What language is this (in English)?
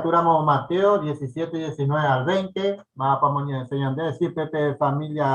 Guarani